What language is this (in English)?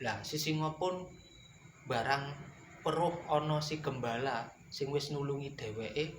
Javanese